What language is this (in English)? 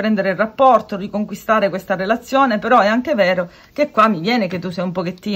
Italian